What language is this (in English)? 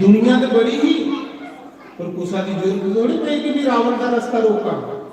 Dogri